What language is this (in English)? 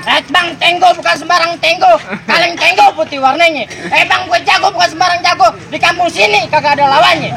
Betawi